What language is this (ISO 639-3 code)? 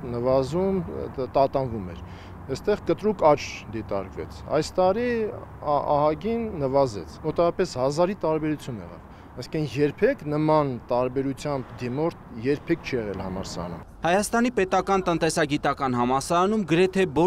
hye